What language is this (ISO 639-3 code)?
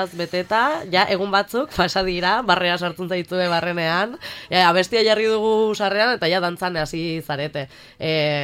eus